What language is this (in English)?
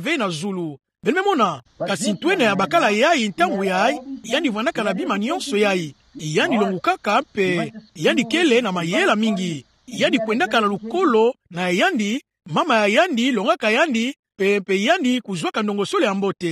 Kituba (Democratic Republic of Congo)